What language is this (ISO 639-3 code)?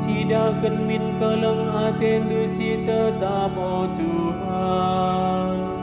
btx